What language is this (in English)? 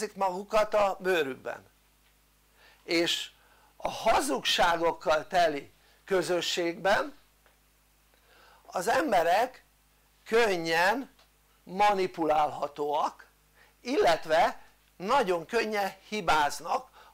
Hungarian